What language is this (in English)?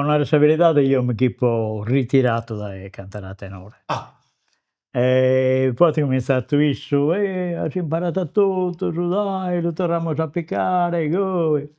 Sardinian